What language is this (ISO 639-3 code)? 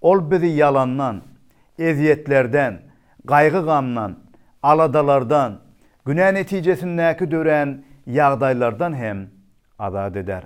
tuk